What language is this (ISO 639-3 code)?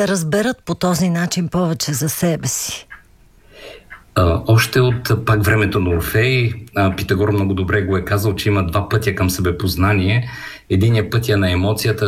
bul